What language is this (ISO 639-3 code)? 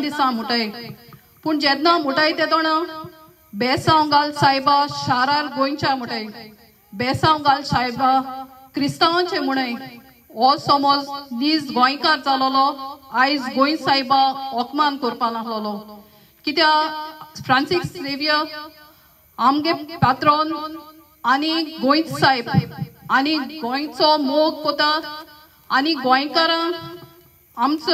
kok